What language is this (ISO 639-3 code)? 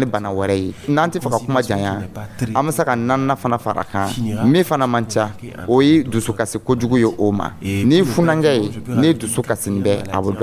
dyu